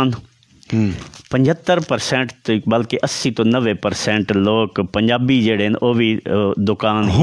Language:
Punjabi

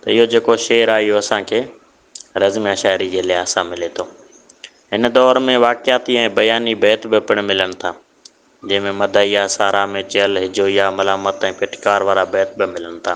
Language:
Sindhi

